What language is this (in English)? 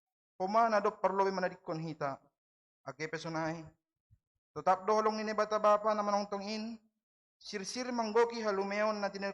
Batak Simalungun